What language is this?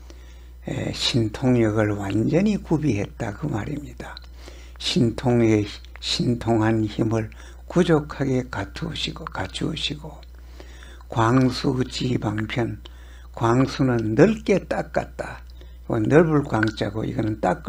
Korean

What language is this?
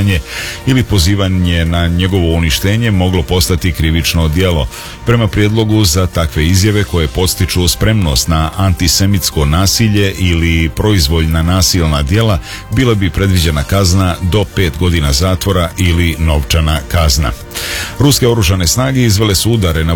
Serbian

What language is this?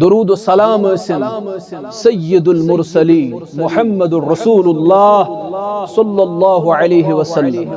Kashmiri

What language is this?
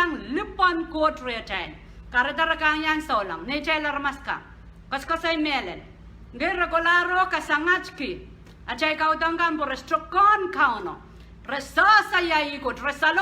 Pohnpeian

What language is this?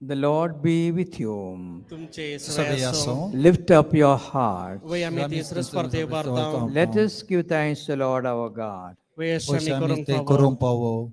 Konkani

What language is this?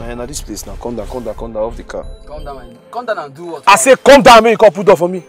Nigerian Pidgin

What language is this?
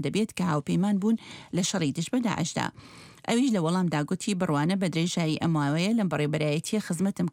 Central Kurdish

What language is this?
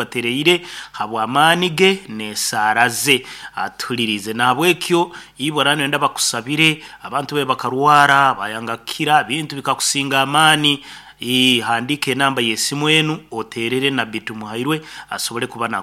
Nyoro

